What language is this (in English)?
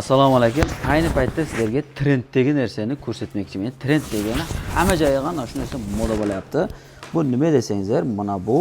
Uzbek